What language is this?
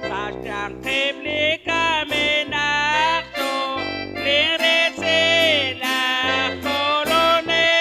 Kekchí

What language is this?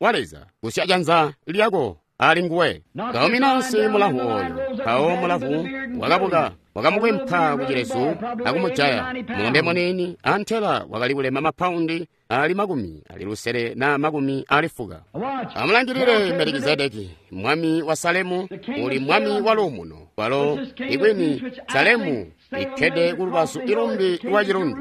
Tonga (Zambia)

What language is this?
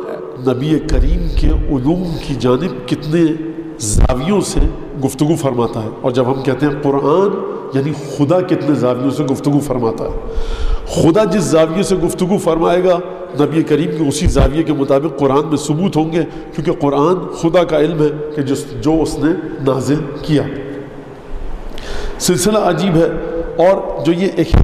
Urdu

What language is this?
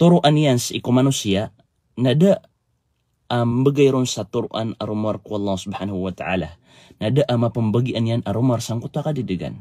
Maranao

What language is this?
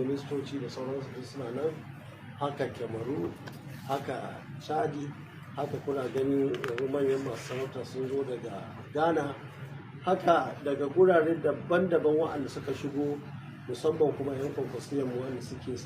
Hausa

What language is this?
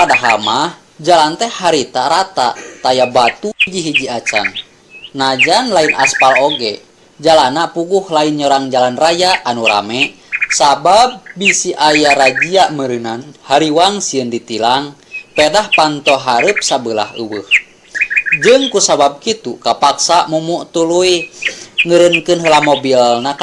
Sundanese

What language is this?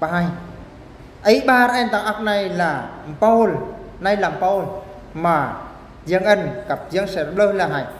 Eastern Bru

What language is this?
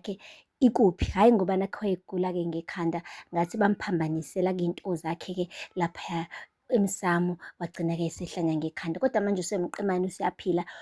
Zulu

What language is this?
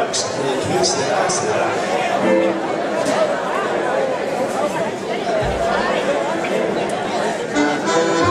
Danish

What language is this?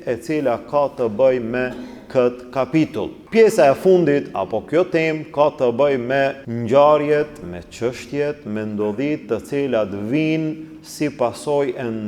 Albanian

